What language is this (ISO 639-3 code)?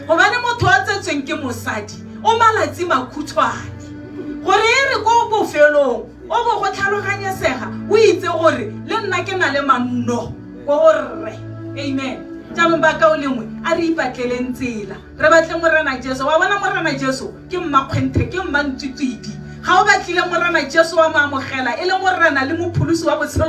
tsn